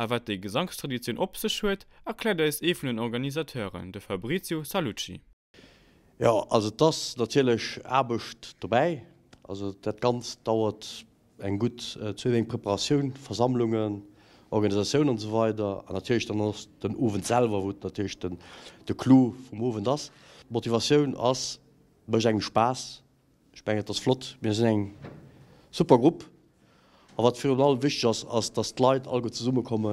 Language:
Luxembourgish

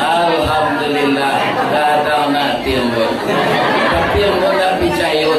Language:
Minangkabau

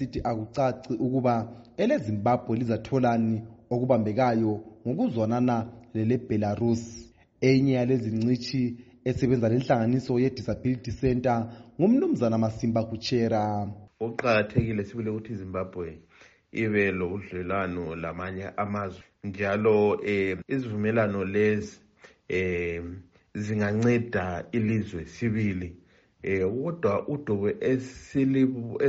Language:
North Ndebele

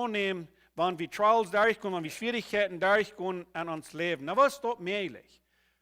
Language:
Plautdietsch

